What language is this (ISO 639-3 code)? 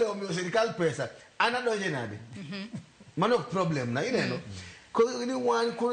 luo